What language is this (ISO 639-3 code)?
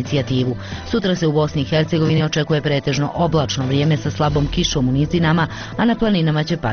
bos